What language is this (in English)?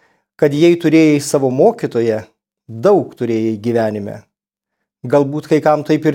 Lithuanian